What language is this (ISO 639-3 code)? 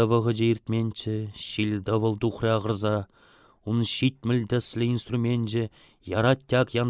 chv